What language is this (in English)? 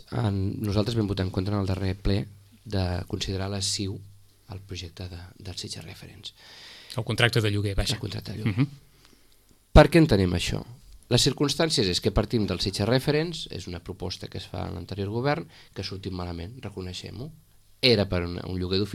Catalan